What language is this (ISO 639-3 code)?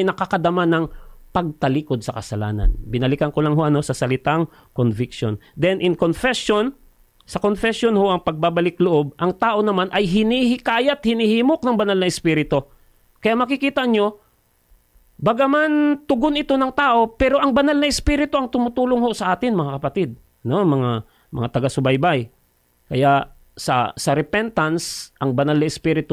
fil